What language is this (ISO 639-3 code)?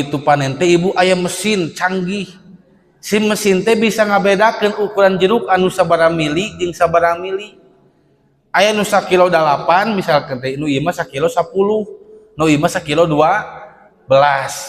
sun